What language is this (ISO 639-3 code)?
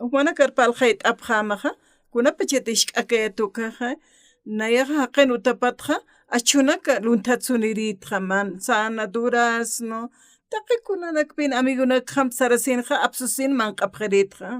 aym